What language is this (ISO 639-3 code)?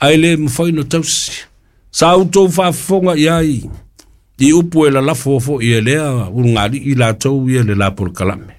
smo